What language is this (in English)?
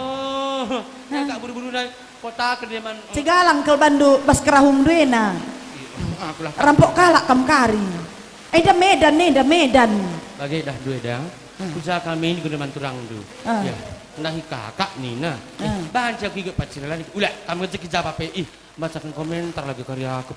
Batak Karo